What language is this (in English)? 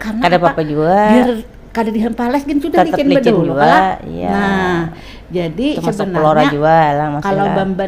Banjar